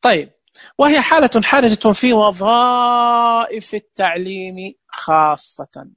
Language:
Najdi Arabic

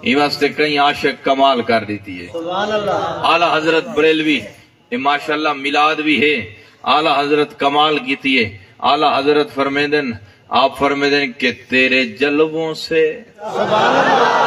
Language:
Saraiki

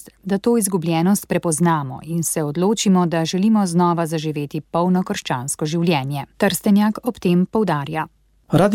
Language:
Slovenian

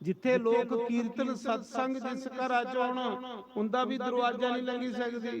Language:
Dogri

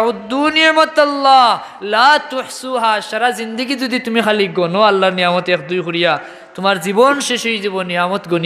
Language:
Sylheti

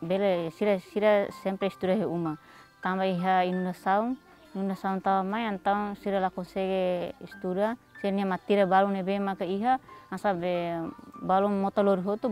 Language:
Tetum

